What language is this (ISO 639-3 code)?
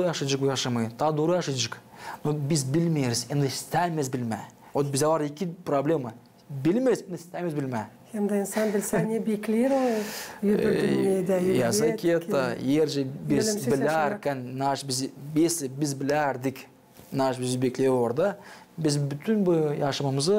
gag